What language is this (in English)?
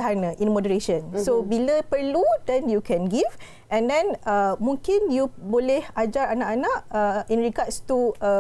Malay